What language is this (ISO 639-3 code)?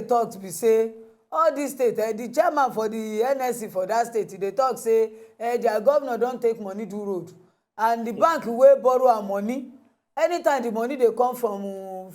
pcm